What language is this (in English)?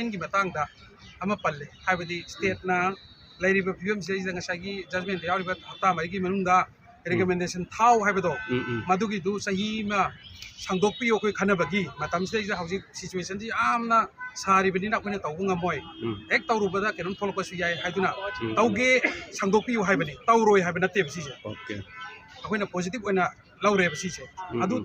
Manipuri